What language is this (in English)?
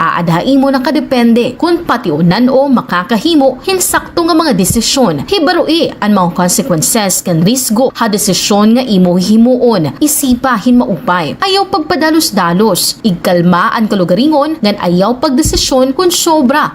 Waray